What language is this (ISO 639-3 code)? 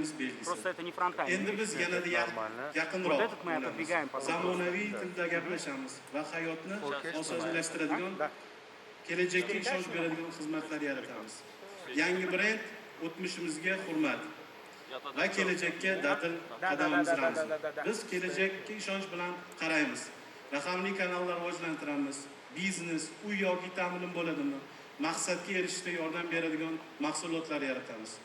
uzb